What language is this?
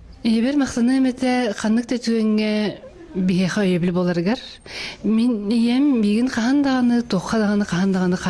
Yakut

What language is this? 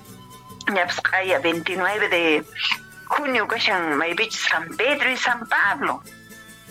Quechua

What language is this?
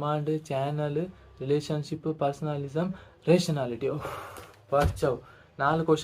Tulu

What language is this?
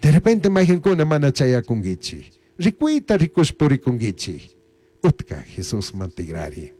Chimborazo Highland Quichua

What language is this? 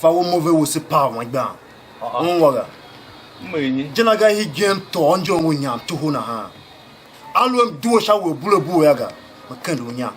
Tiv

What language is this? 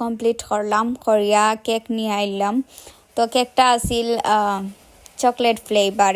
Sylheti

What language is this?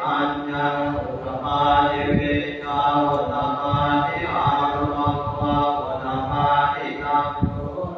Pali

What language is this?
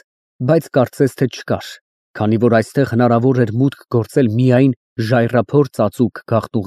Armenian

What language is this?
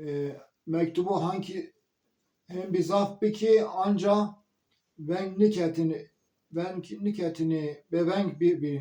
Zaza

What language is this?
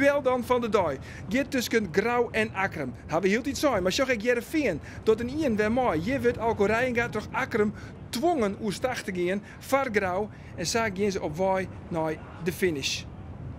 Western Frisian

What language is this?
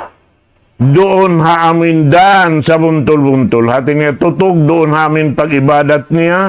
Tausug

